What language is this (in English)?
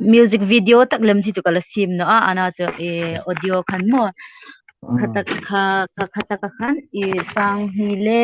Hmar